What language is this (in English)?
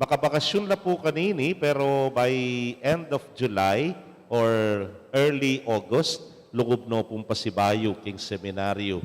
Pampanga